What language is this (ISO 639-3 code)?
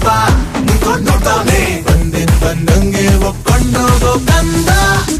kan